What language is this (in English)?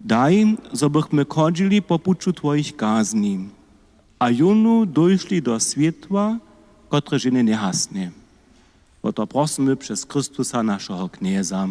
Upper Sorbian